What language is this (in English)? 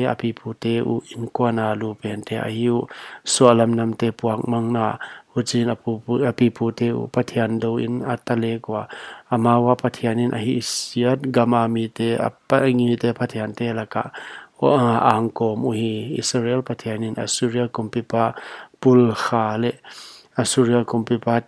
Paite Chin